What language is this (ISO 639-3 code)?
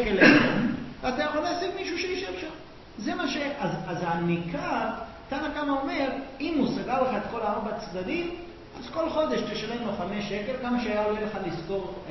heb